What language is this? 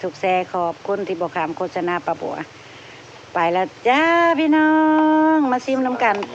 Northeastern Thai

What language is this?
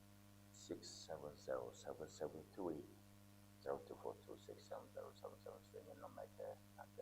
Ewe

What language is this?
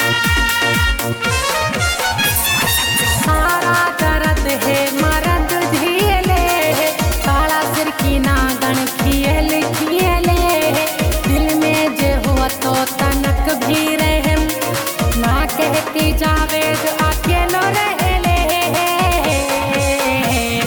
Bhojpuri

